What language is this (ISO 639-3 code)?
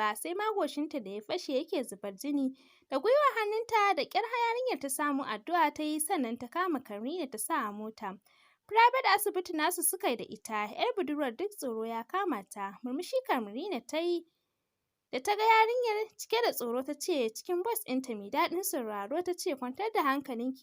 hau